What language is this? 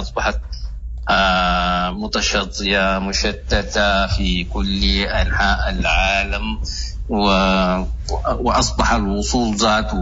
Sudanese Arabic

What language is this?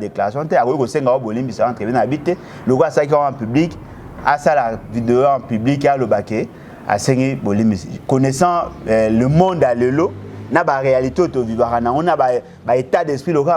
Lingala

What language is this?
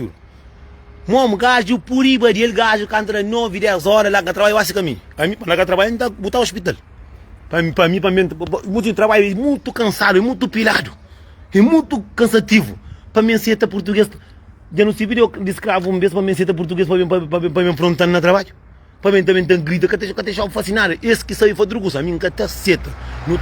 Kabuverdianu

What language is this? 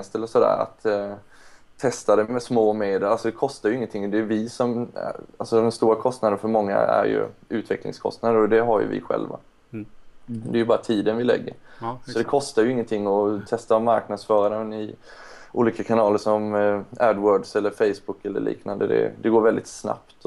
Swedish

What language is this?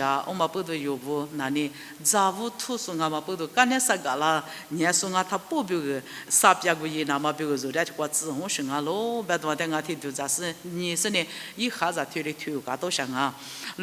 Lisu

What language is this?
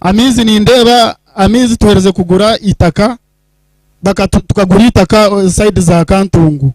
Nyankole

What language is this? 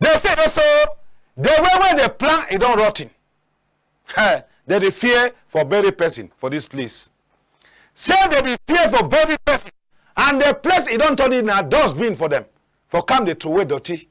Cameroon Pidgin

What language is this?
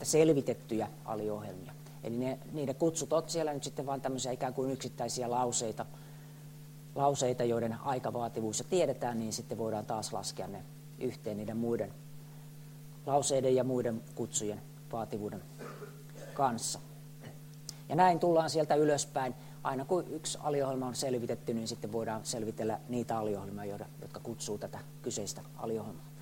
Finnish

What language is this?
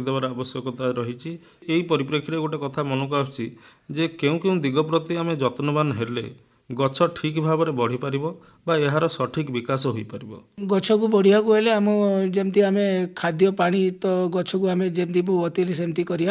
Odia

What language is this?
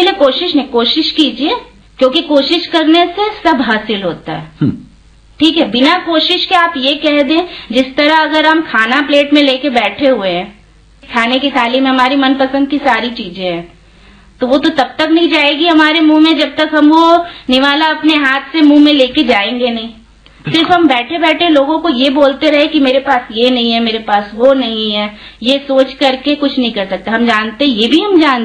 Hindi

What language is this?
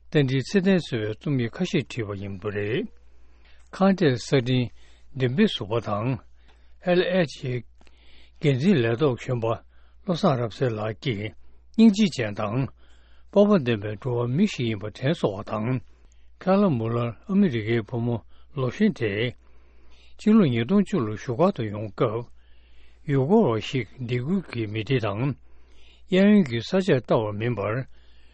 Tibetan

